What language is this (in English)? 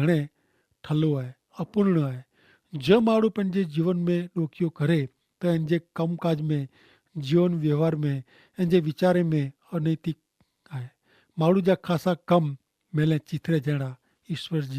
Kachhi